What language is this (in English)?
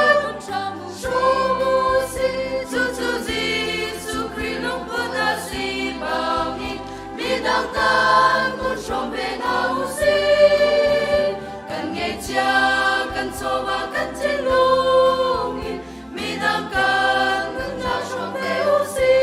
Hakha Chin